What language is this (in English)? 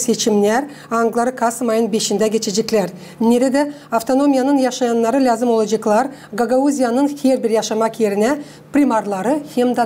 Gagauz